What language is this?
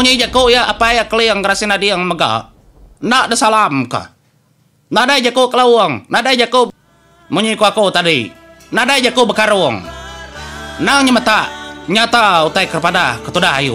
Iban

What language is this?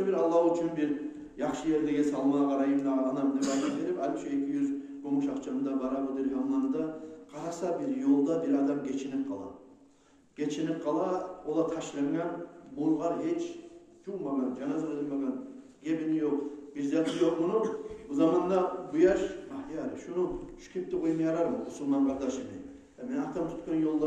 Kumyk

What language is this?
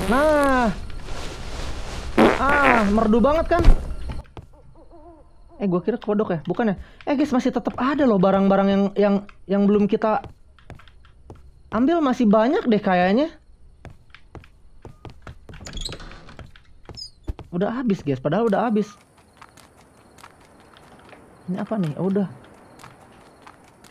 Indonesian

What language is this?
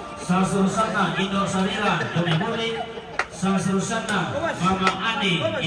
Toraja-Sa'dan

